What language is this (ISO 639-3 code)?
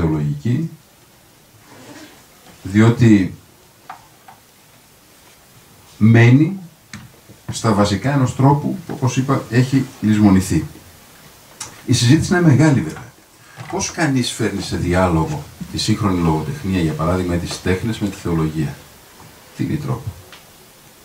ell